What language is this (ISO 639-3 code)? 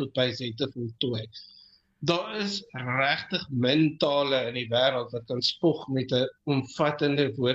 afr